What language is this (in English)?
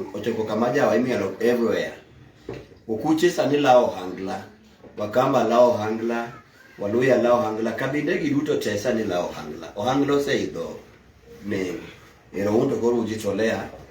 Luo (Kenya and Tanzania)